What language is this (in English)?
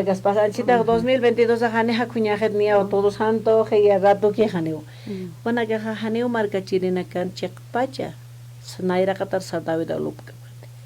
Aymara